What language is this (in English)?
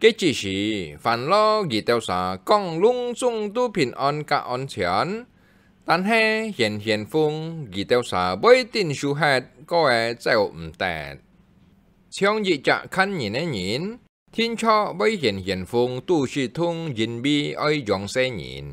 Hakka Chinese